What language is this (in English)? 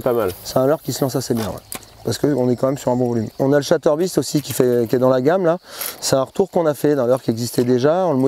French